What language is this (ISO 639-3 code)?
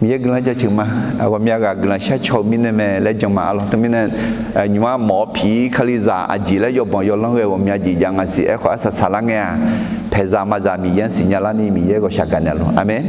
ahk